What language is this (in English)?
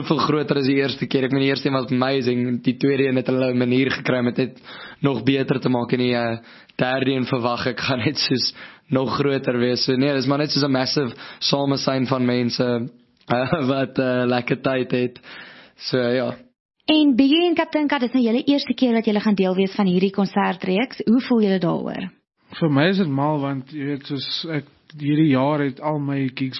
Afrikaans